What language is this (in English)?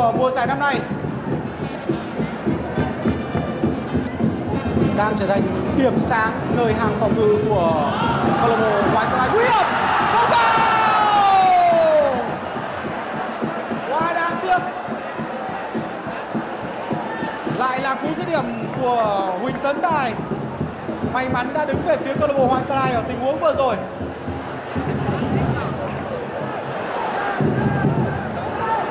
Vietnamese